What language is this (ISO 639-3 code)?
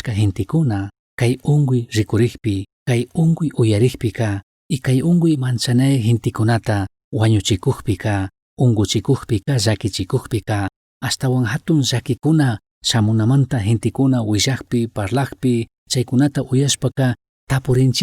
qug